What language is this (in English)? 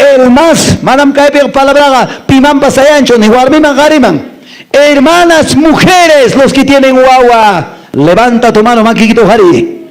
Quechua